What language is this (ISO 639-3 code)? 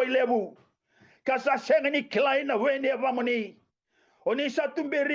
fij